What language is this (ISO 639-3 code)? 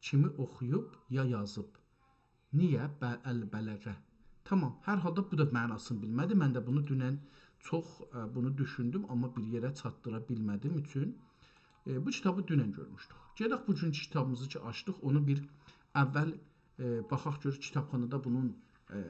azb